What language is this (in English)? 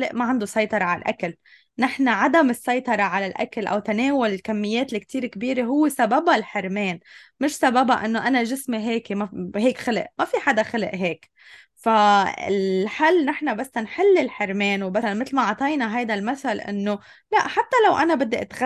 North Levantine Arabic